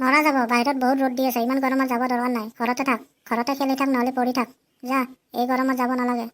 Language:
Assamese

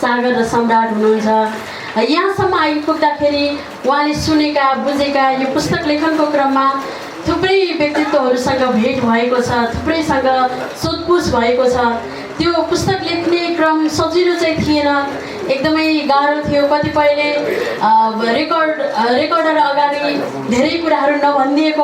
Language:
Nepali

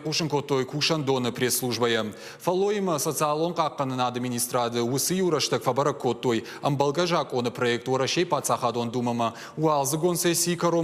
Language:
Ossetic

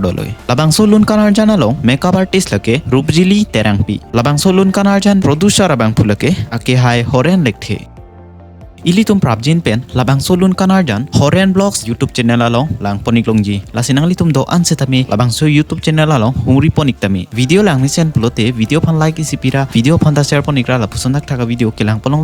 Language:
Karbi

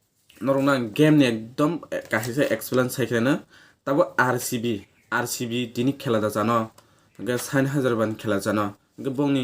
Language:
Kok Borok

